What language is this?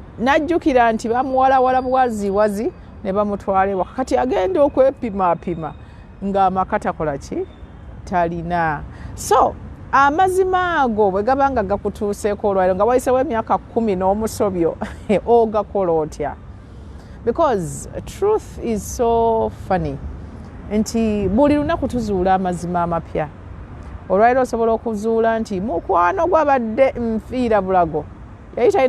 Ganda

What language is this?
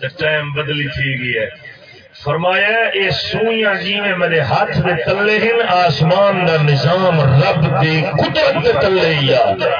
Saraiki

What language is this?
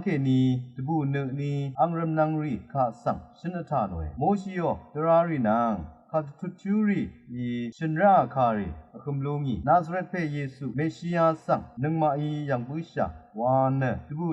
Rawang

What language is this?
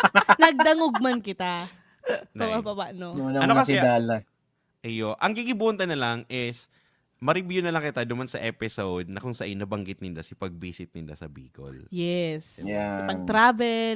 Bikol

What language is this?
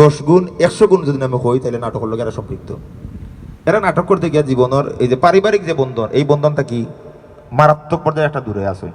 Sylheti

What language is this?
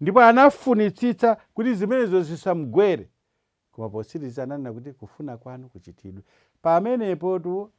Nyanja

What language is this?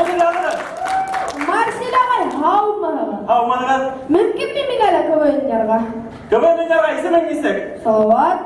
Bashkir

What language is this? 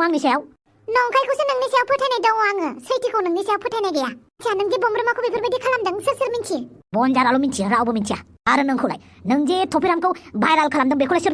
Bodo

